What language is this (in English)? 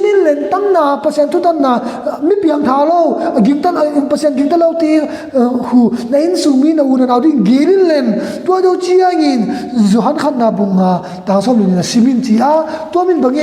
Tedim Chin